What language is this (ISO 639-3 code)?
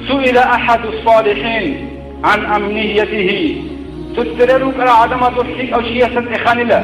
ava